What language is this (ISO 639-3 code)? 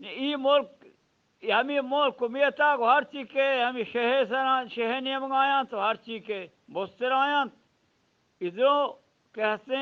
bgp